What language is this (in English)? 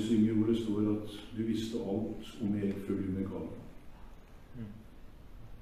Norwegian